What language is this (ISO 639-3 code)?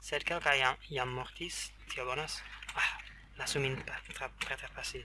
epo